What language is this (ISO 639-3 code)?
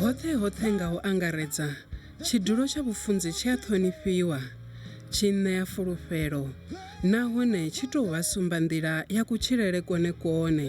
ven